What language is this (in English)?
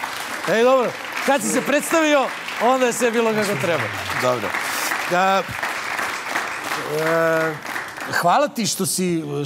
Serbian